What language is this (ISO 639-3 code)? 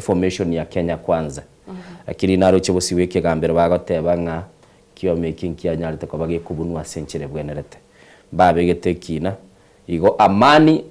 guz